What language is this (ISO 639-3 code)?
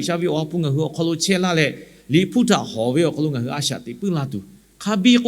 lhu